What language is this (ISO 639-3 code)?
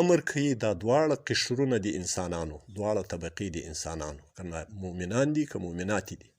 pus